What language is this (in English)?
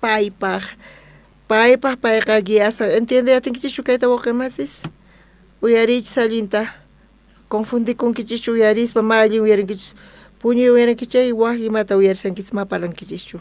South Bolivian Quechua